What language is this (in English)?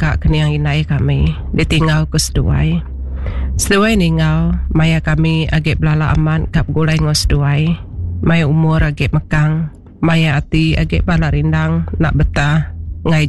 Iban